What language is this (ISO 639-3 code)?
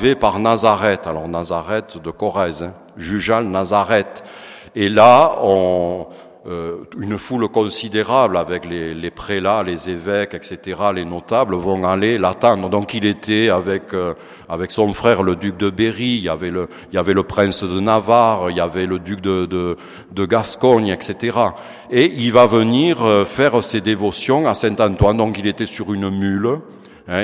fra